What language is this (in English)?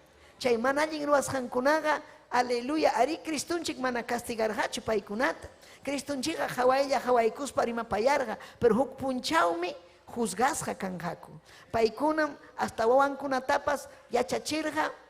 Ayacucho Quechua